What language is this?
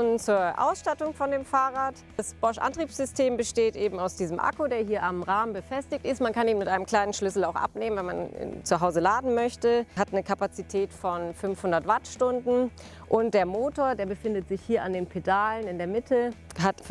German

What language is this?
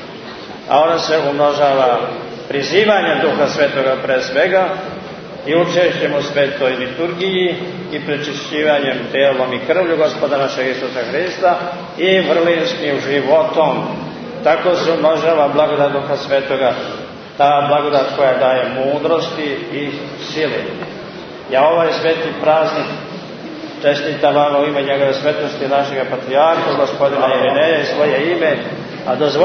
Serbian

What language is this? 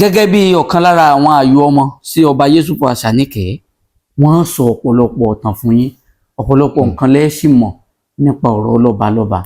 Yoruba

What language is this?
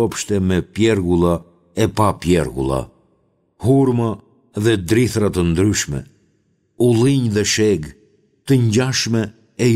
Albanian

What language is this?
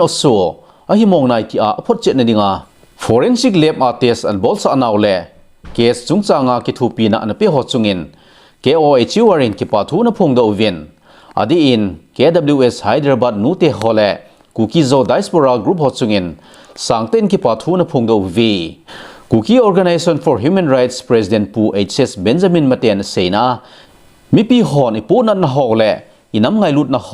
Thado Chin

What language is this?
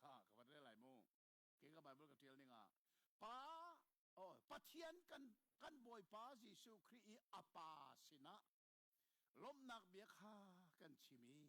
Hakha Chin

